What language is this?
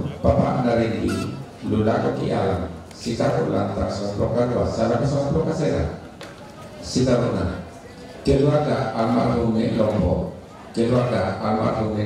Toraja-Sa'dan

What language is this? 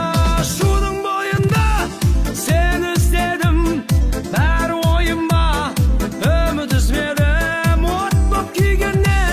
Kazakh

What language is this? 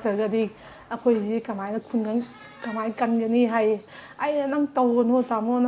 Manipuri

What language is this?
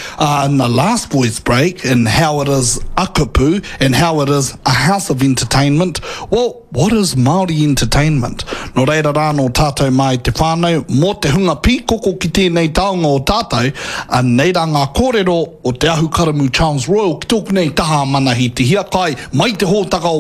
Māori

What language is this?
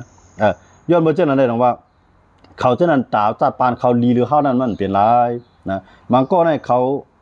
Shan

